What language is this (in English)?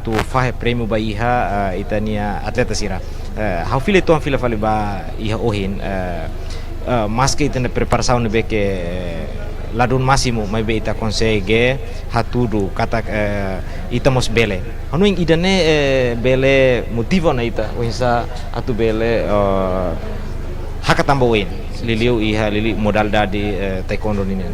Tetum